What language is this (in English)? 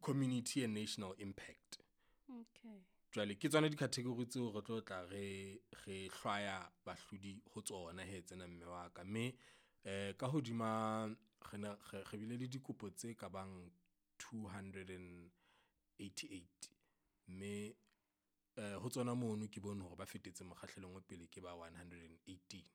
Southern Sotho